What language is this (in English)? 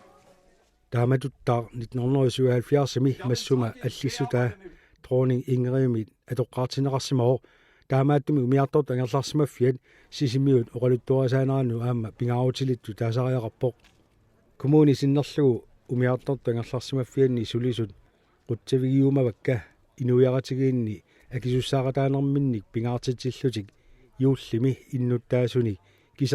Kalaallisut